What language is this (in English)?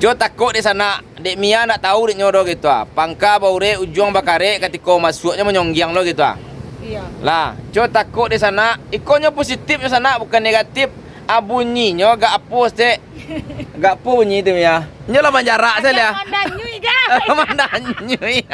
Minangkabau